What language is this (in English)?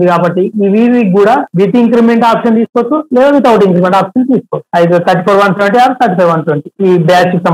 Telugu